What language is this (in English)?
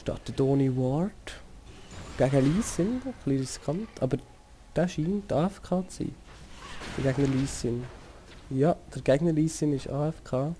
Swiss German